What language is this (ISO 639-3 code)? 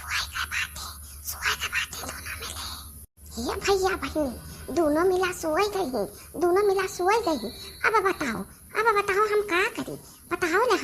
awa